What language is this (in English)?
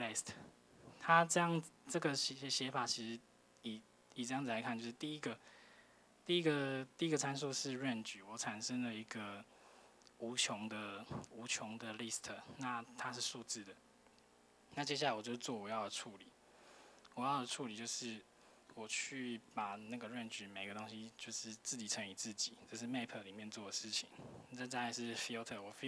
Chinese